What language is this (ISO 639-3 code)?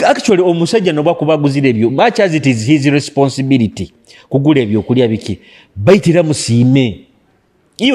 nyo